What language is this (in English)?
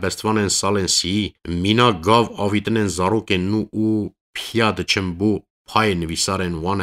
Kurdish